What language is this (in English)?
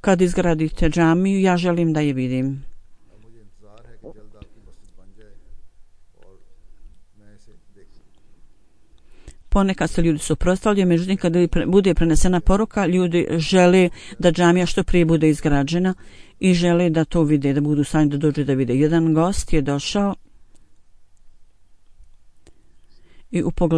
Bosnian